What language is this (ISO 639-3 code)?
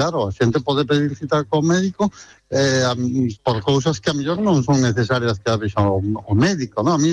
glg